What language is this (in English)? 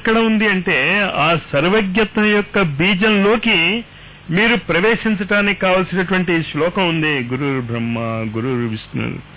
Telugu